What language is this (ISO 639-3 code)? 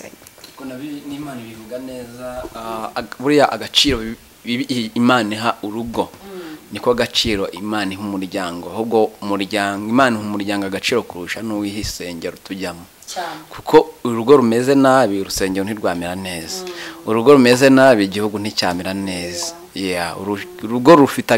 kin